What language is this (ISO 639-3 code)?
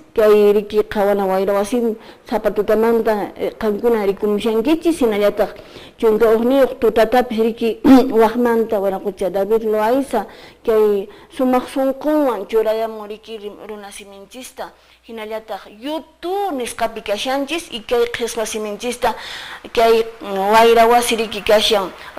que